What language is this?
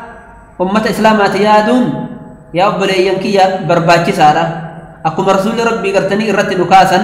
Oromo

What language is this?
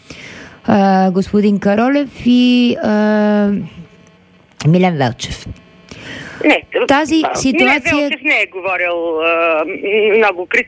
Bulgarian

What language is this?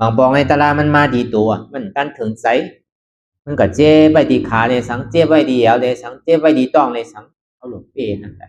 Shan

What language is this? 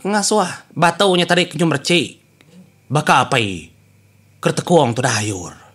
Iban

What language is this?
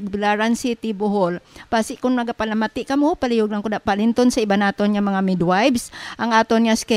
Hiligaynon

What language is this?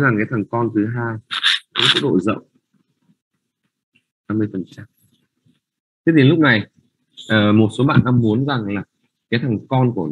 Vietnamese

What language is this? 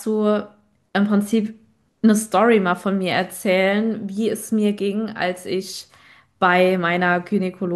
German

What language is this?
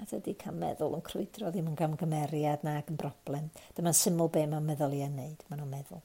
Welsh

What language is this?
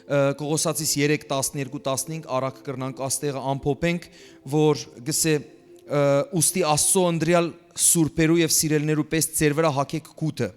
Western Armenian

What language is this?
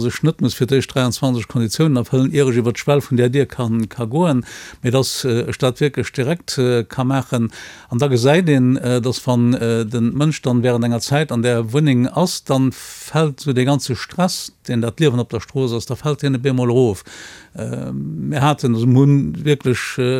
Luxembourgish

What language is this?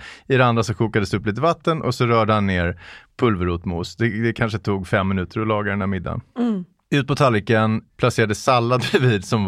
Swedish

